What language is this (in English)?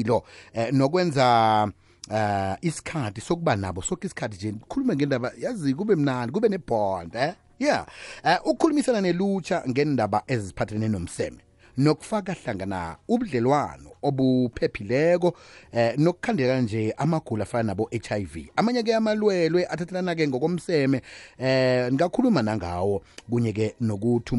South Ndebele